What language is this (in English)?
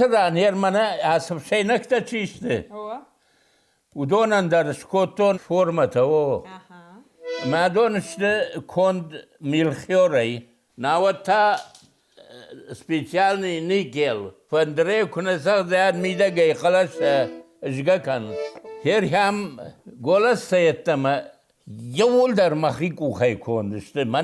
Ossetic